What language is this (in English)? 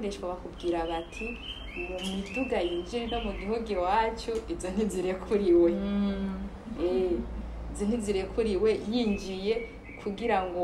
Rundi